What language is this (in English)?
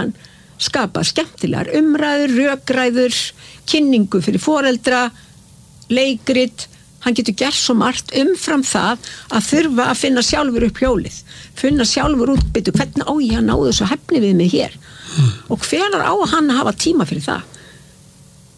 Icelandic